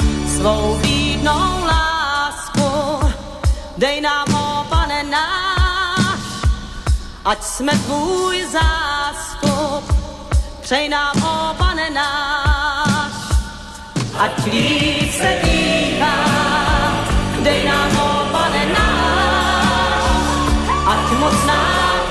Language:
Czech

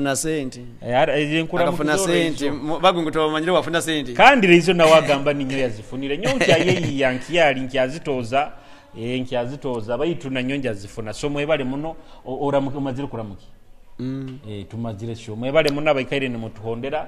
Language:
Nyoro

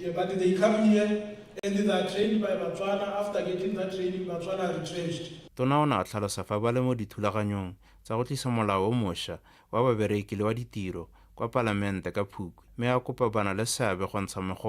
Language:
Tswana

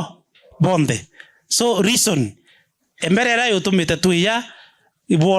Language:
Meru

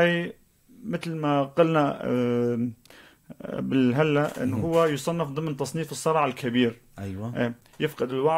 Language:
North Levantine Arabic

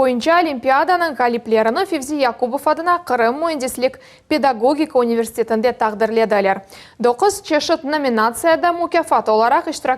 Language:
Crimean Tatar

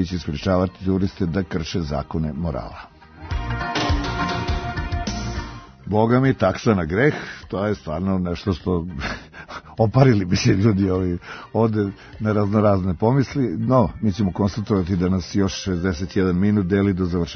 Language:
Serbian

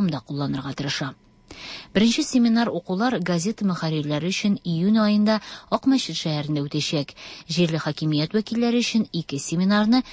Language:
Tatar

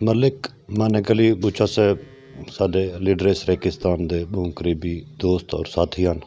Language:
Saraiki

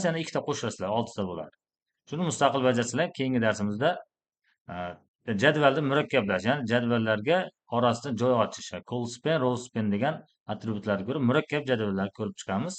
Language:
Uzbek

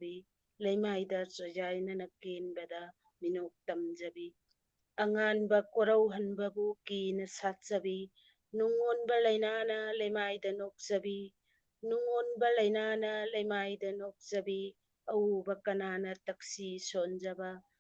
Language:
Manipuri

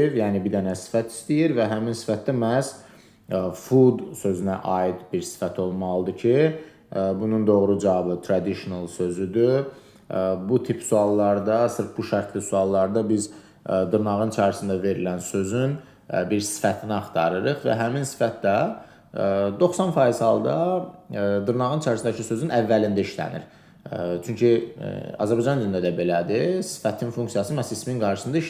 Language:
Azerbaijani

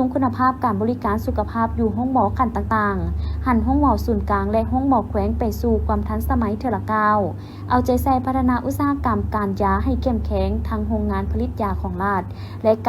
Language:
Lao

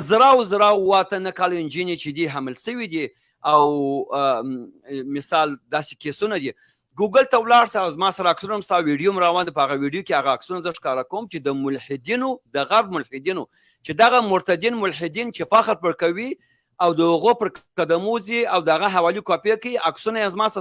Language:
Pashto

